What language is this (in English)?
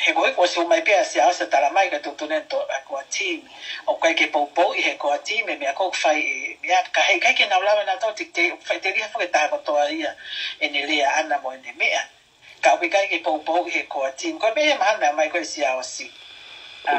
Tongan